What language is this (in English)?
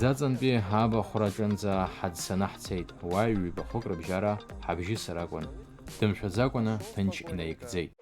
Abkhazian